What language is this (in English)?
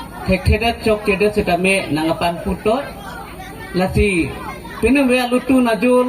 Karbi